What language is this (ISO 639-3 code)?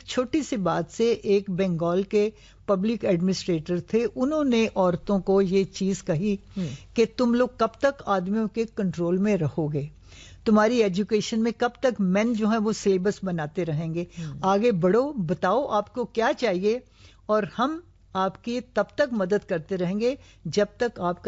urd